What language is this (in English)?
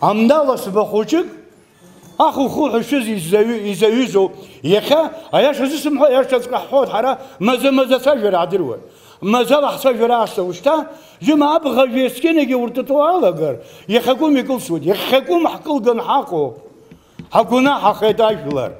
Abkhazian